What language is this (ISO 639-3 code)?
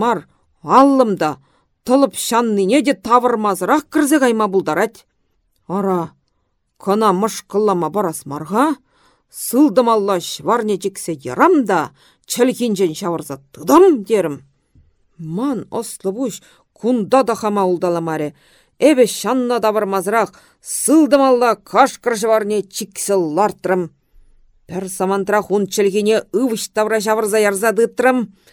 chv